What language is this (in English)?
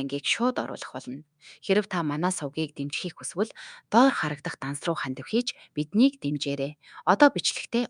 Mongolian